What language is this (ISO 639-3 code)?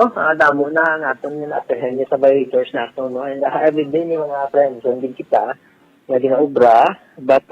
hil